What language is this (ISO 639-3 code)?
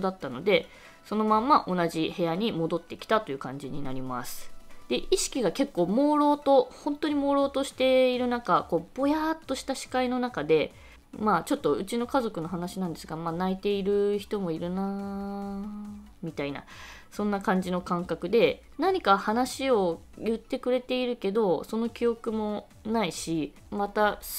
jpn